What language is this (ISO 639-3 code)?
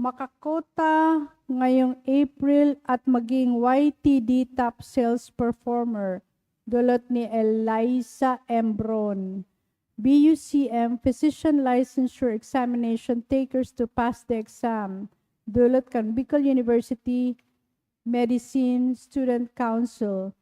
bik